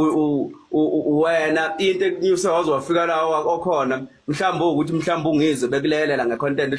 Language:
Zulu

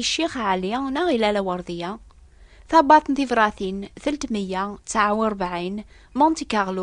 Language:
Kabyle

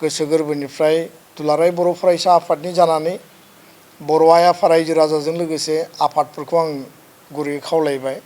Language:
Bodo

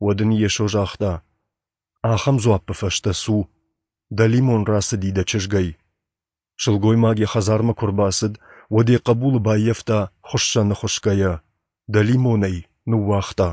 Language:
Ossetic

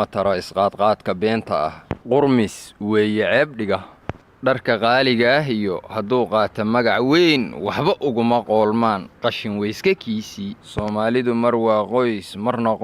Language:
Somali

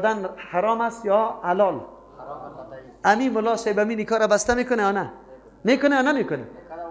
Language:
Persian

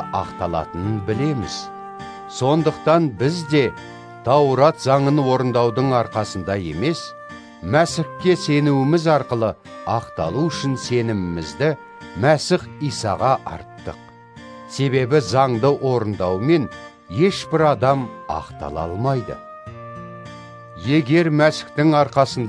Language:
Kazakh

